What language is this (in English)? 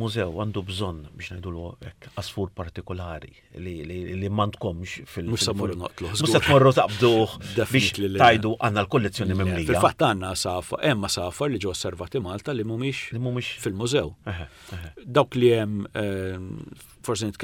Maltese